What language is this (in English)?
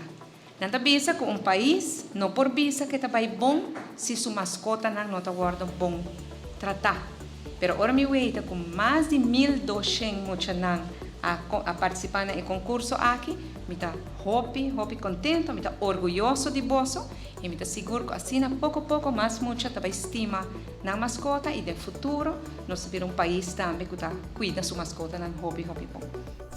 Papiamento